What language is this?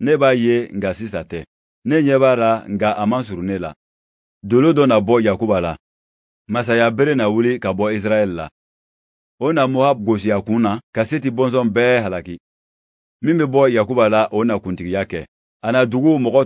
Bambara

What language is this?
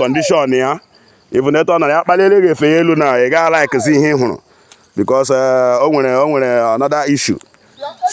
Igbo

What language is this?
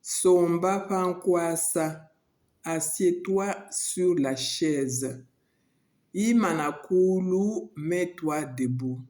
Luba-Lulua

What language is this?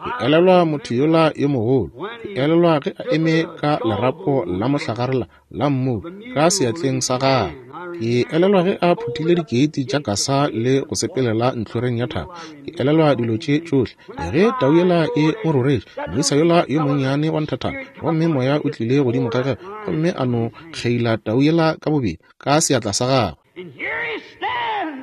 Northern Sotho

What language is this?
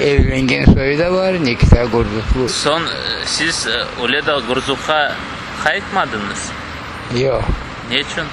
Crimean Tatar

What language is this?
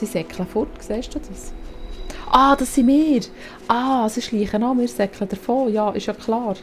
Swiss German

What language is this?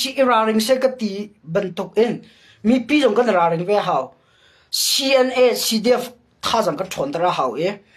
Hakha Chin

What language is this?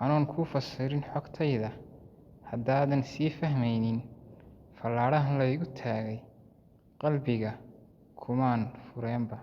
Somali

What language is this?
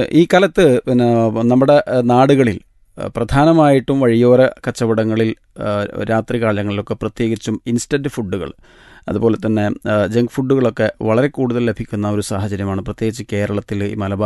Malayalam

